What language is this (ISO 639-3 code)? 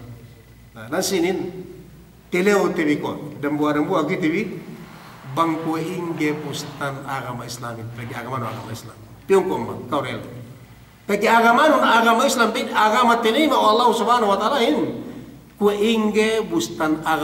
yka